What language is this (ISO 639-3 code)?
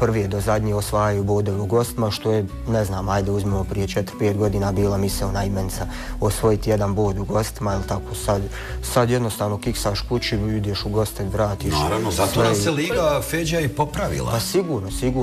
bos